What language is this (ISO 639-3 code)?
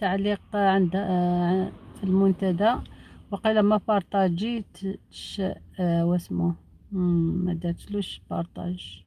arq